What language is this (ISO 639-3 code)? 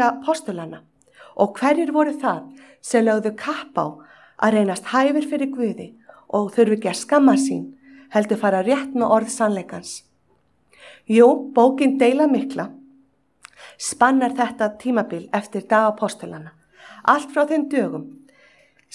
isl